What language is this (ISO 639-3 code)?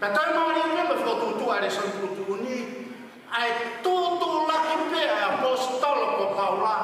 ton